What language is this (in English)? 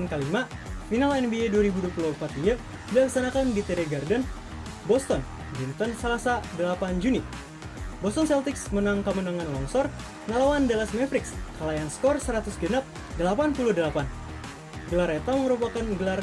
Sundanese